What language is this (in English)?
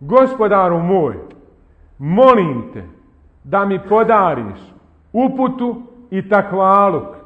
Bosnian